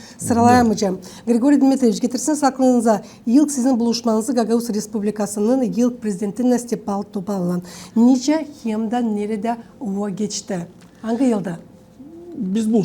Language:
Gagauz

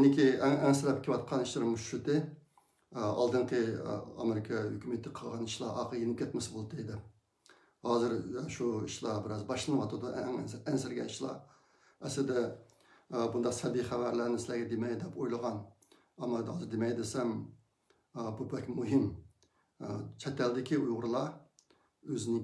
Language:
Uyghur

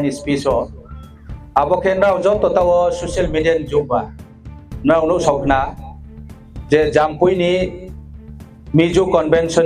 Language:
Riang (India)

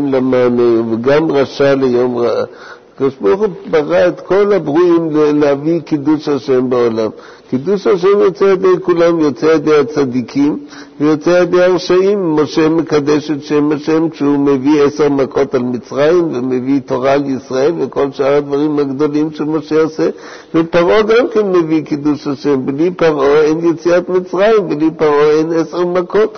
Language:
Hebrew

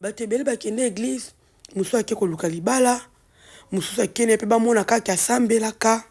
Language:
Lingala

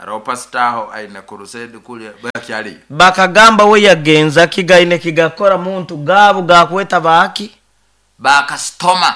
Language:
Nyoro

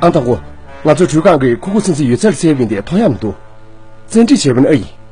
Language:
Tibetan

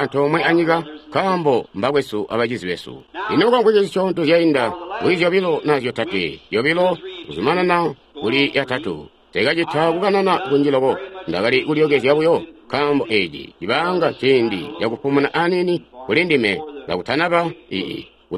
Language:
Tonga (Zambia)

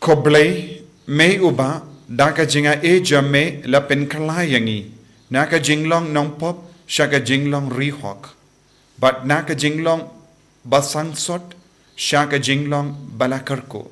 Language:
Khasi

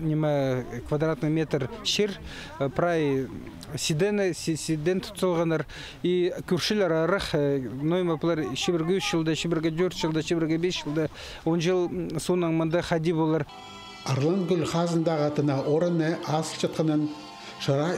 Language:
Khakas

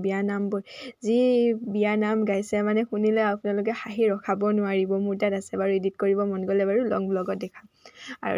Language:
Assamese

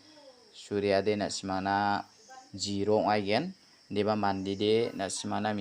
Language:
Garo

